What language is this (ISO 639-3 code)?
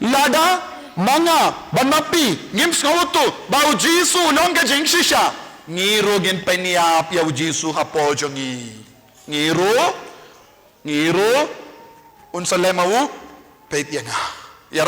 kha